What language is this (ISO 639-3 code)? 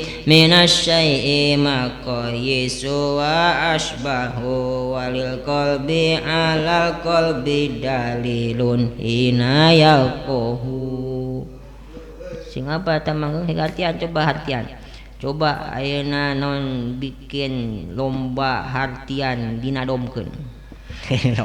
sun